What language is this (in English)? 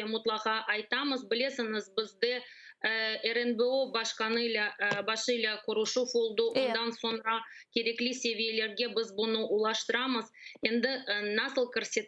Crimean Tatar